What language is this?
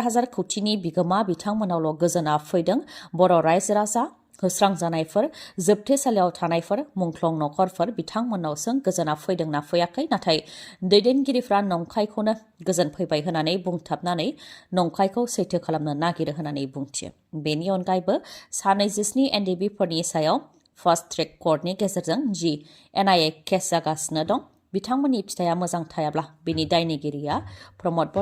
Bodo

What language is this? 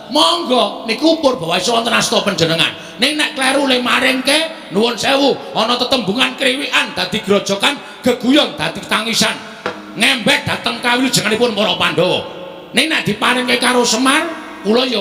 Javanese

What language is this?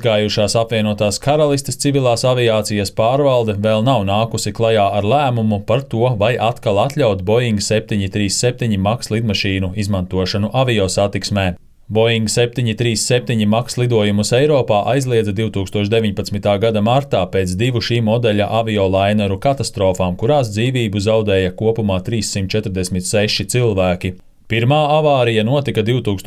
Latvian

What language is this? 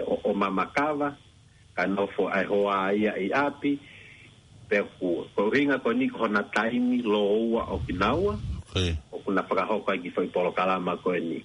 Tongan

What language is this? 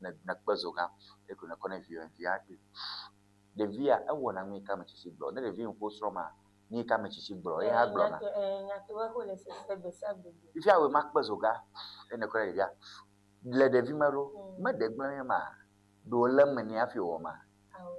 Ewe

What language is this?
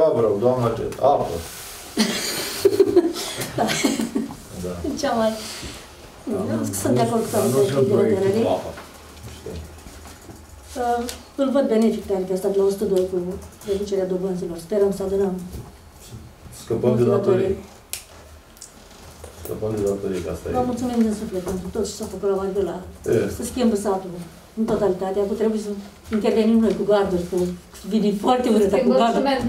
Romanian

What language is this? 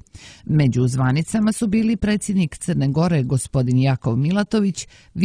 Serbian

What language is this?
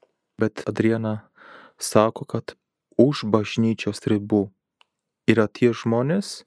Lithuanian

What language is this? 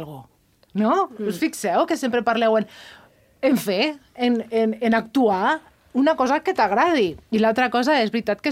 Catalan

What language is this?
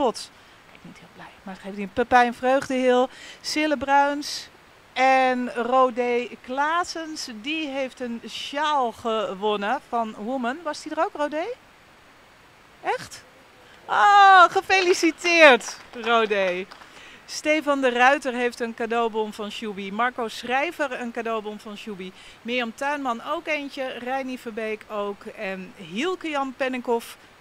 Dutch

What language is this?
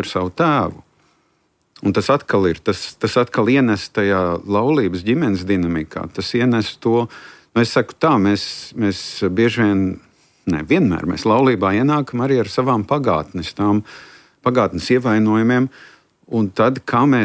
Latvian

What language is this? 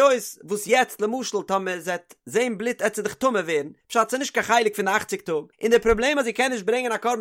Yiddish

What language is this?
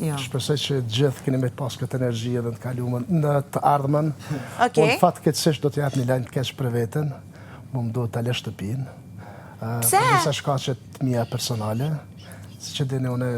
Albanian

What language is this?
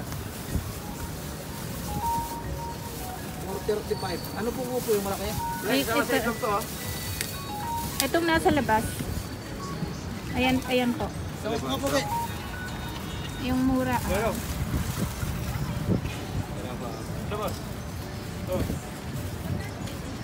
Filipino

